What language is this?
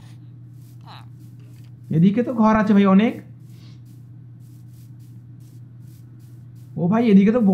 Bangla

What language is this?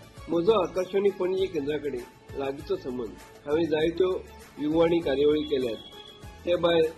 Konkani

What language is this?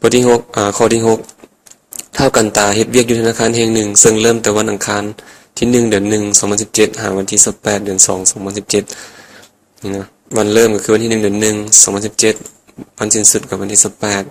Lao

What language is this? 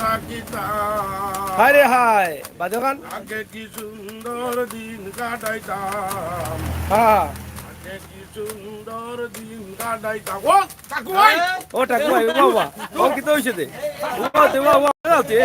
Sylheti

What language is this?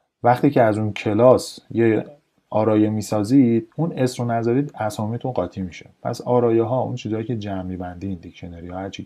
Persian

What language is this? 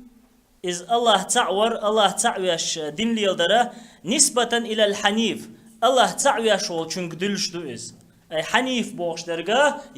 Chechen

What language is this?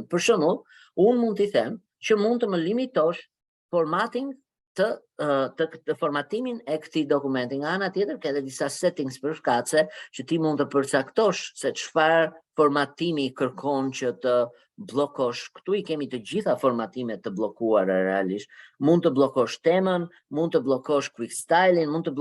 Albanian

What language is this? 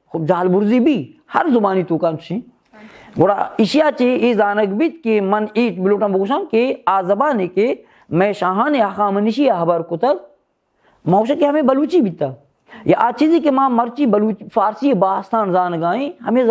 Baluchi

